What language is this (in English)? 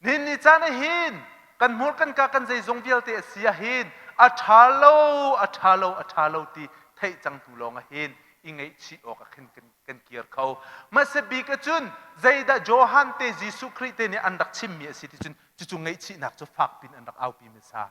Hakha Chin